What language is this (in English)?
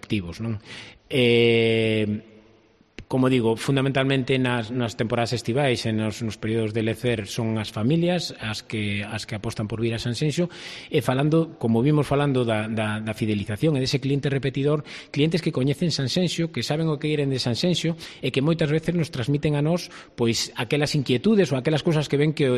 Galician